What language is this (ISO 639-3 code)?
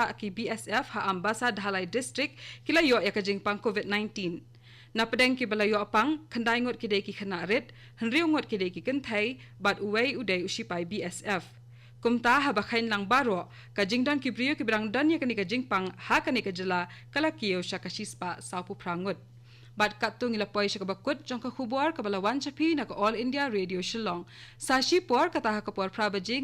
kha